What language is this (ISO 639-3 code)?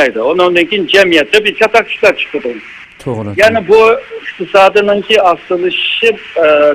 uig